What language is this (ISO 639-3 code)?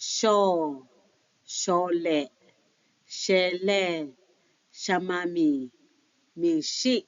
lhu